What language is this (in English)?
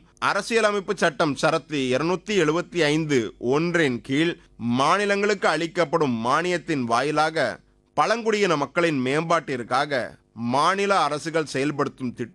Tamil